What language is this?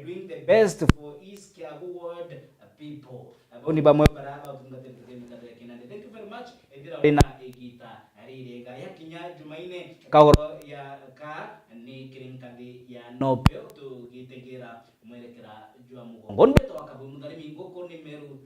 Meru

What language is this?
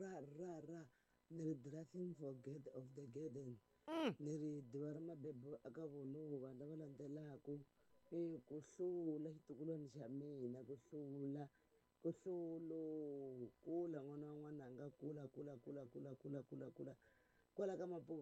Tsonga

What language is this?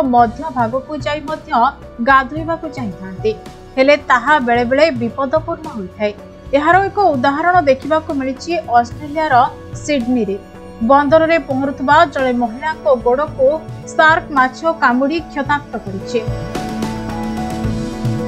Odia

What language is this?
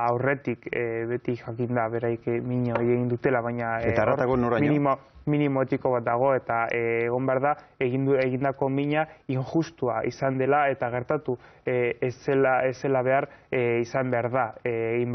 Basque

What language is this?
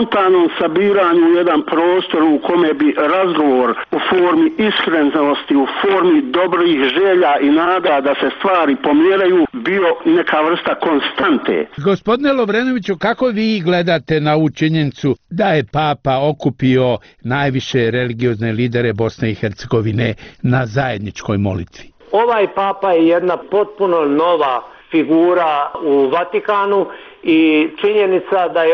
Bosnian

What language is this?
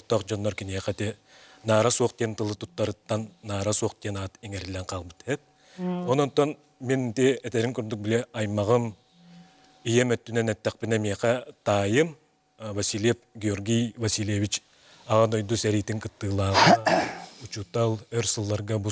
Yakut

